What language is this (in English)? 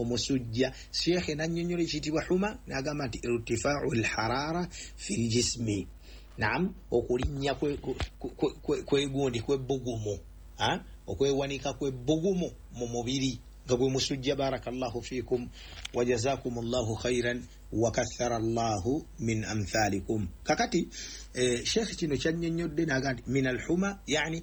Ganda